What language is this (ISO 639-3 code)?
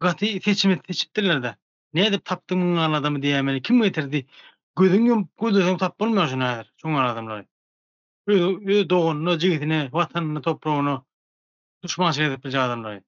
tuk